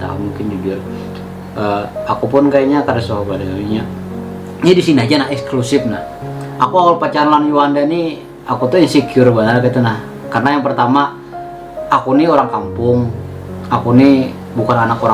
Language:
Banjar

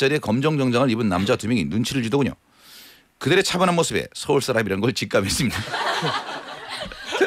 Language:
Korean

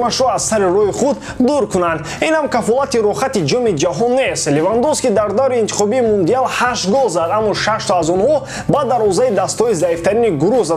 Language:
Tajik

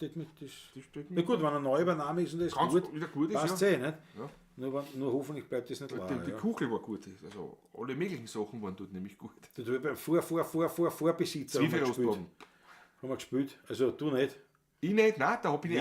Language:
Bavarian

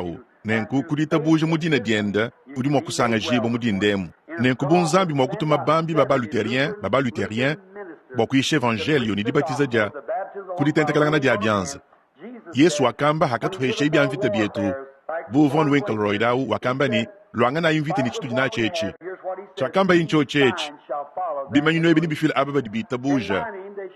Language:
Luba-Lulua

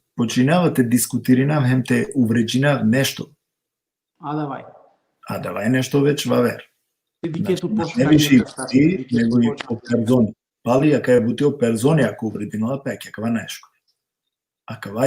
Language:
Balkan Romani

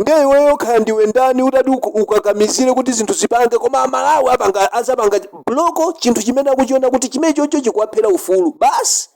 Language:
Nyanja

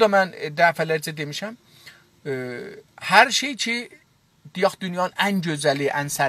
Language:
South Azerbaijani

